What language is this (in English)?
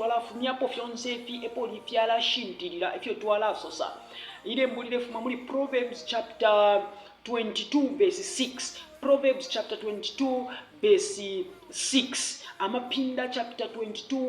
Bemba